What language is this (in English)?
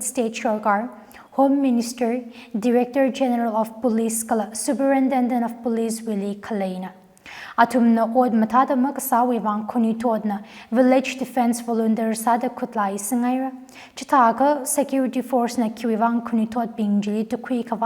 Tangkhul Naga (India)